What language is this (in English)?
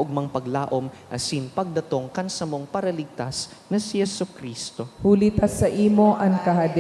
Bikol